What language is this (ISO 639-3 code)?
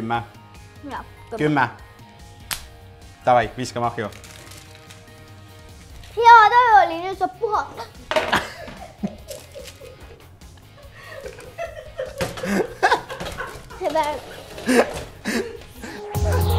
est